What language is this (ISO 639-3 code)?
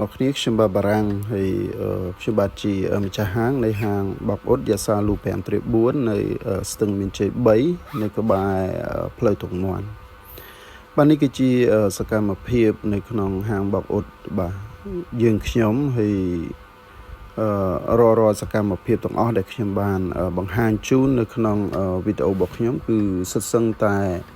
khm